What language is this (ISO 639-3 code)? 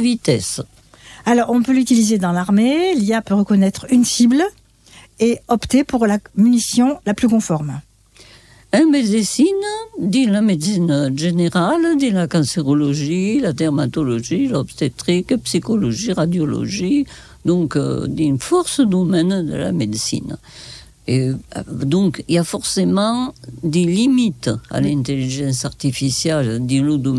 fra